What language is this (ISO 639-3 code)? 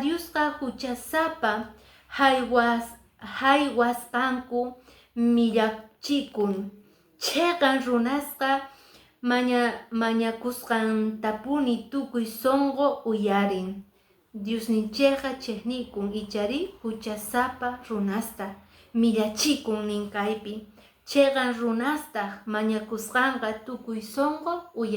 que